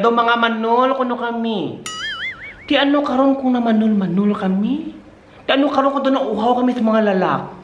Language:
Hiligaynon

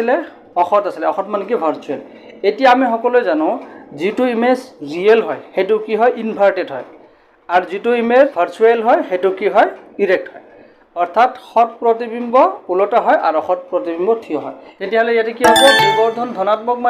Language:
Assamese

